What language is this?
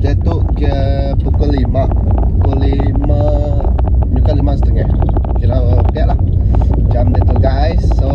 Iban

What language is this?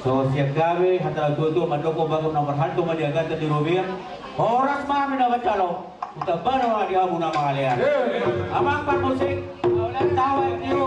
Batak Toba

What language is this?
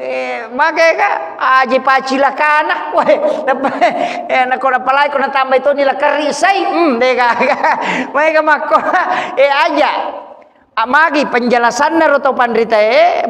Buginese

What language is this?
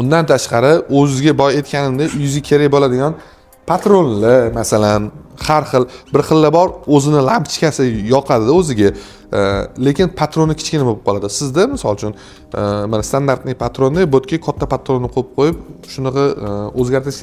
Uzbek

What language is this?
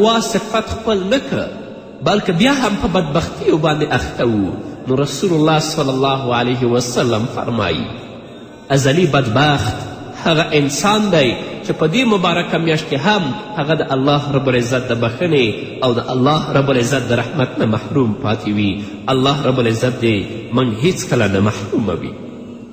Pashto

